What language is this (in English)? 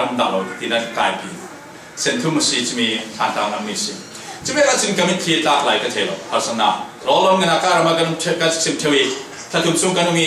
Falam Chin